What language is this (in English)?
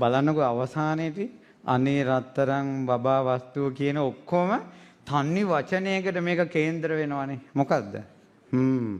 Sinhala